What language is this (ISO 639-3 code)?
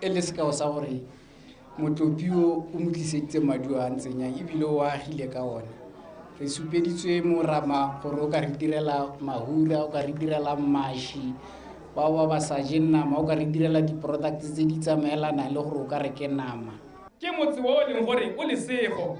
tsn